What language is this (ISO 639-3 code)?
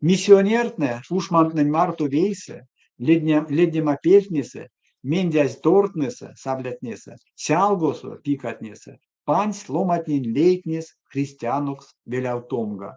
myv